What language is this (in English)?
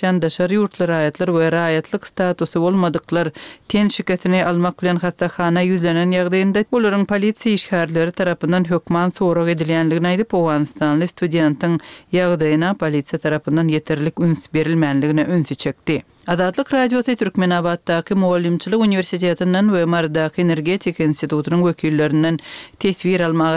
Turkmen